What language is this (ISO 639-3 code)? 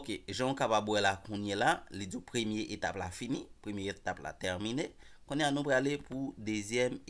hat